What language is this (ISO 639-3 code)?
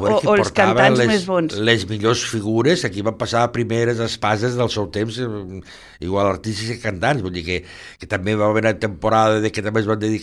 cat